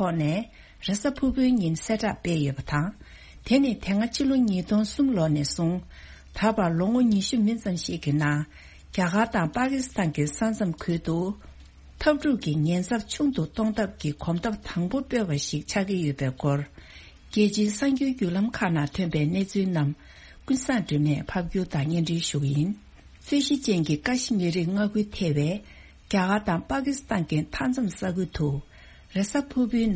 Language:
Tibetan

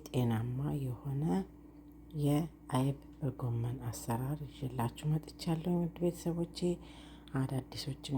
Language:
Amharic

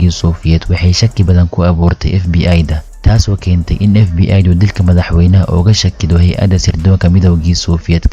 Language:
Somali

